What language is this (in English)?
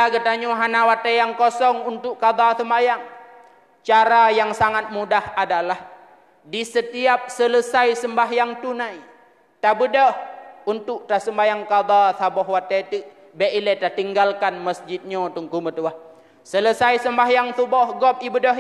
Achinese